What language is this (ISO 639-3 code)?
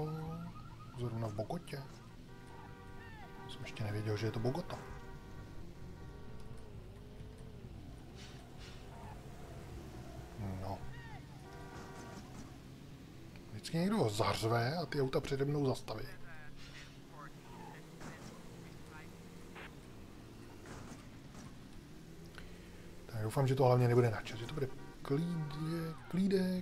ces